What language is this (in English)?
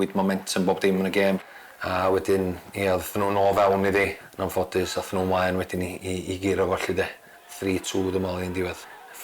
Welsh